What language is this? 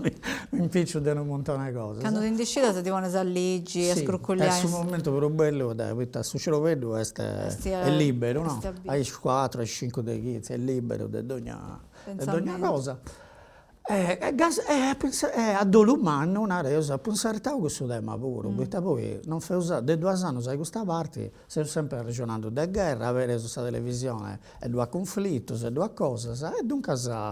Sardinian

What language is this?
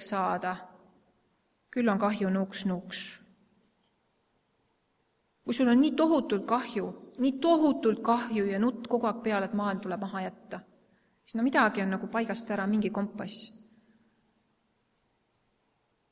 Estonian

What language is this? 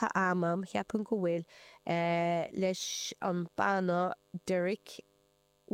Irish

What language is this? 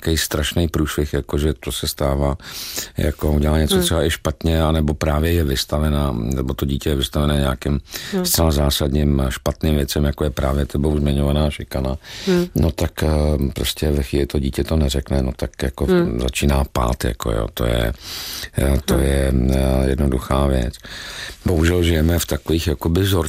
Czech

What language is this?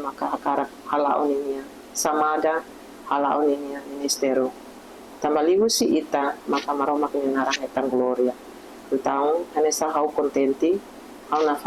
Tetum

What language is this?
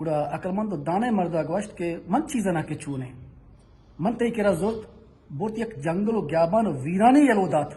Baluchi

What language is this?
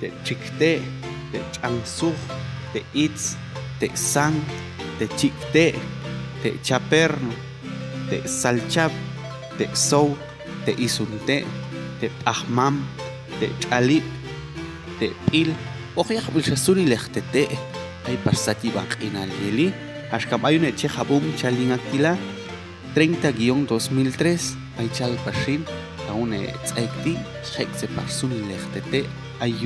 Popti'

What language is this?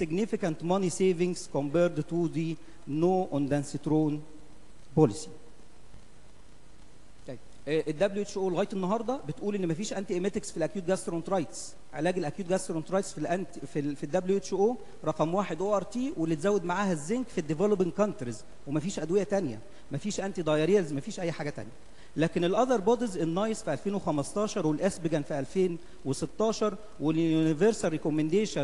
Egyptian Arabic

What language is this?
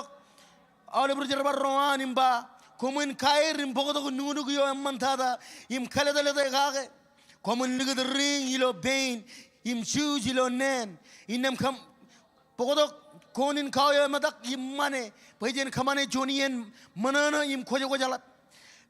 Marshallese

